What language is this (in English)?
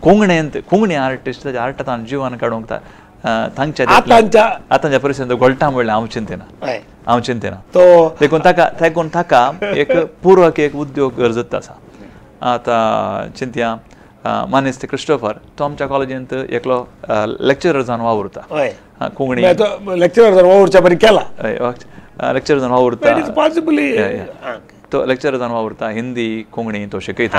Konkani